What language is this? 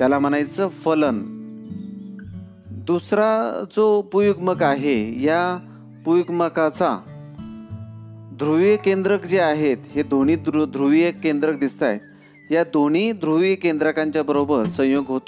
Marathi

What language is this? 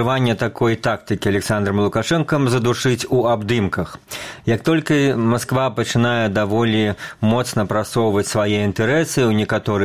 Belarusian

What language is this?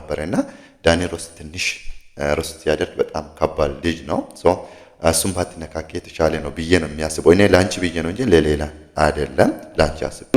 Amharic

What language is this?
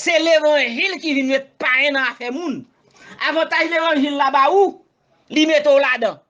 Haitian Creole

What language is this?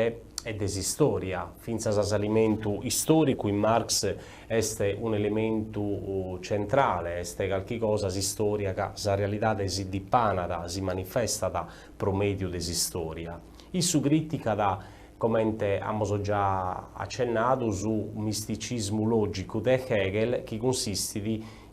Sardinian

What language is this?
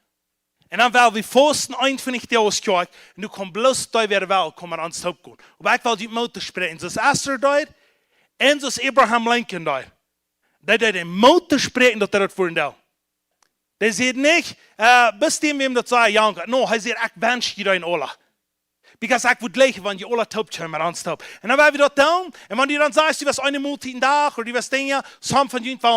Plautdietsch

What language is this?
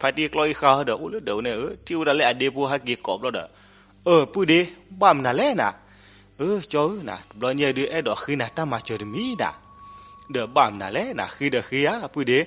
S'gaw Karen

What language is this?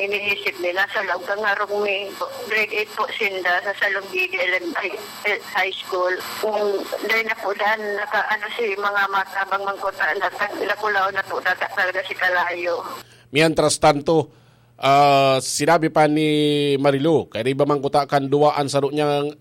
Bikol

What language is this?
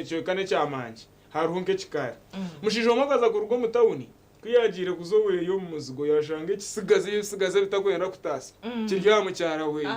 Nyankole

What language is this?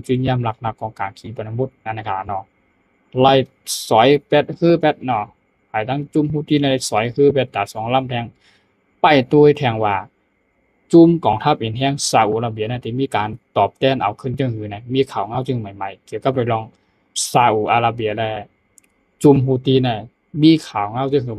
Shan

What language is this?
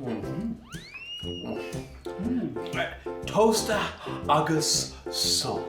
Irish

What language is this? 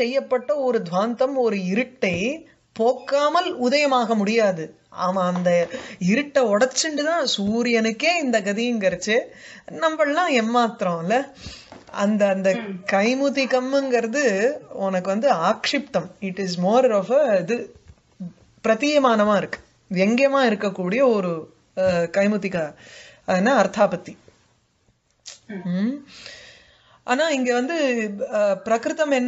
Tamil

